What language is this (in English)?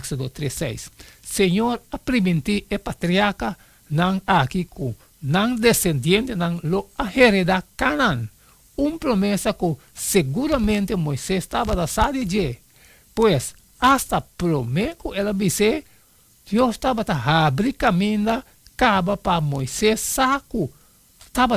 Papiamento